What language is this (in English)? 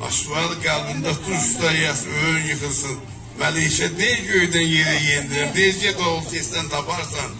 South Azerbaijani